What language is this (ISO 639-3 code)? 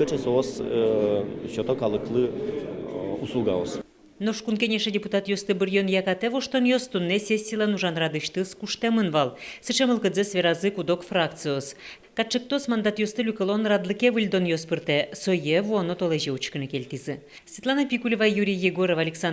udm